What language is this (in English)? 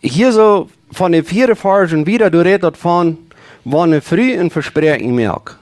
Plautdietsch